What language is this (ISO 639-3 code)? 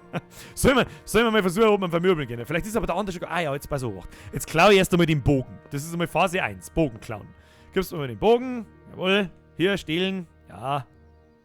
bar